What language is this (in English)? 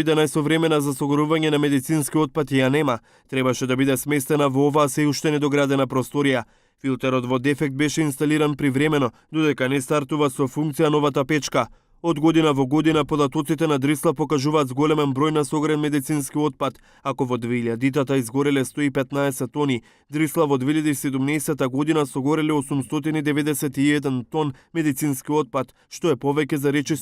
Macedonian